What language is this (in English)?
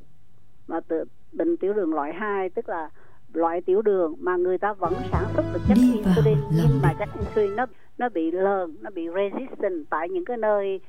Vietnamese